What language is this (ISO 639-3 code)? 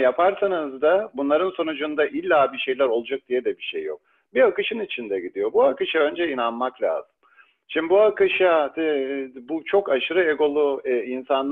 tur